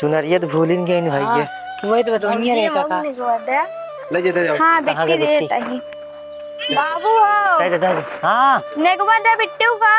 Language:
Awadhi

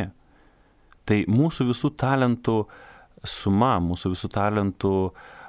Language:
Lithuanian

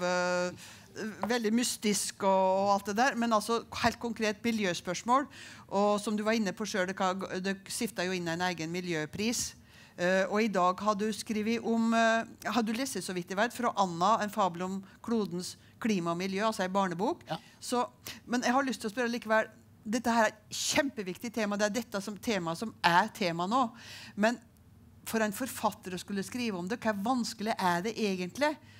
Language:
Norwegian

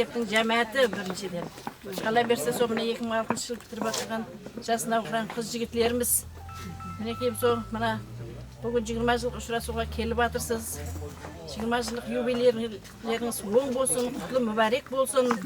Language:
Kara-Kalpak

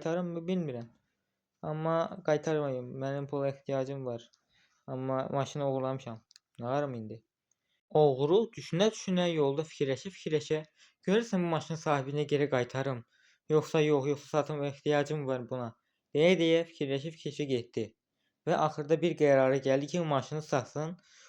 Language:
Azerbaijani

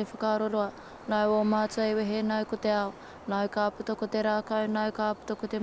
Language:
Māori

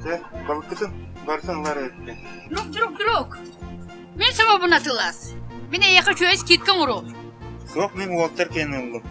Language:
Yakut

